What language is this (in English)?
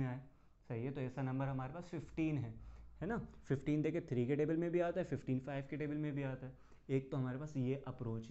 Hindi